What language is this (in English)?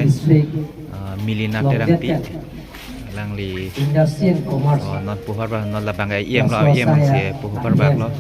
Karbi